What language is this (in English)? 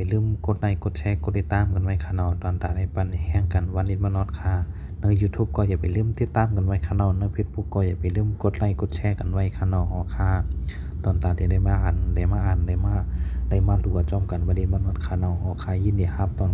Shan